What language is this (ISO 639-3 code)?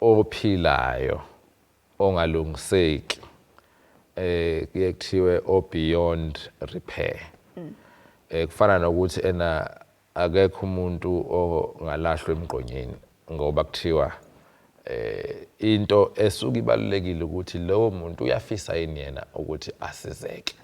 zul